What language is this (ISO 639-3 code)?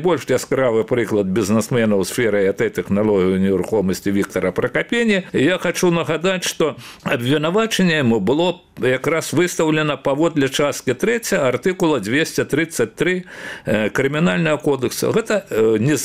bel